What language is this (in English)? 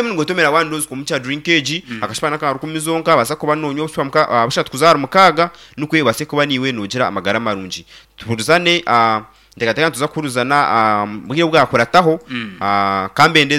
Nyankole